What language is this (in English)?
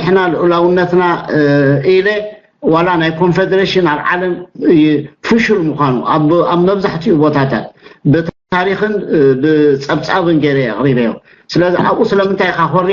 Tigrinya